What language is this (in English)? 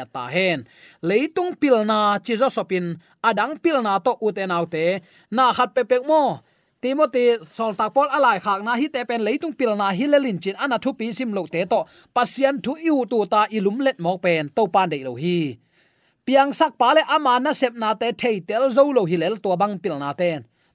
Tedim Chin